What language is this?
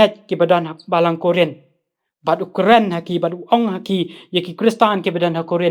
Khasi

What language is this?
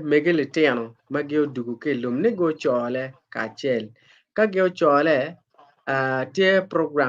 Acoli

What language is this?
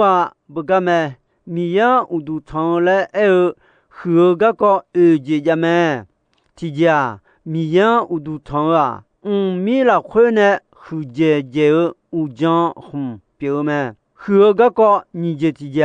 Akha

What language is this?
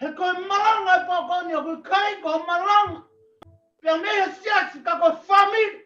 Tongan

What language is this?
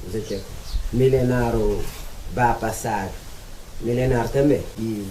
Kabuverdianu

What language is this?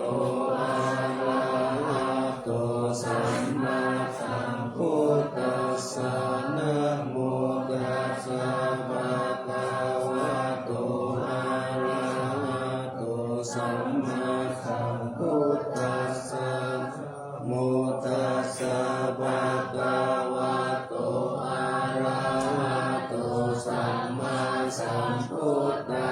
Pali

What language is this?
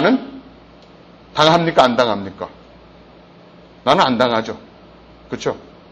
Korean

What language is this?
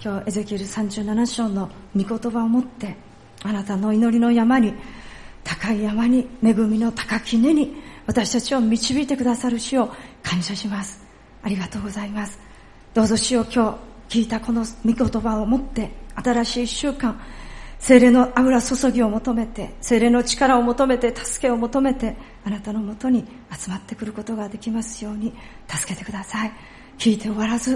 Japanese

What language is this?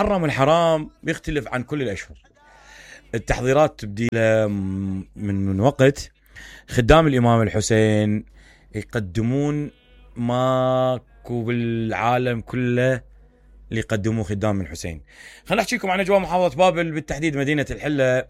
Mesopotamian Arabic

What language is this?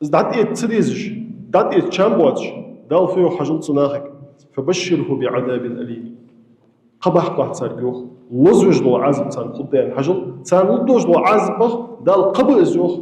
Ingush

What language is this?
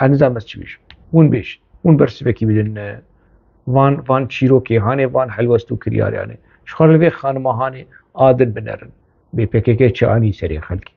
Kurdish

